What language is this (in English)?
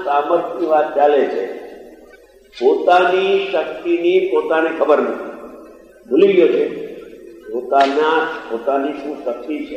Gujarati